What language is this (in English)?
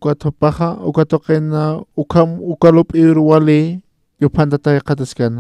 Aymara